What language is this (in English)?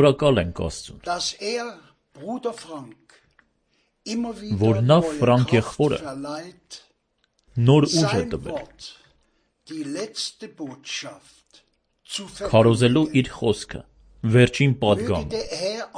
Armenian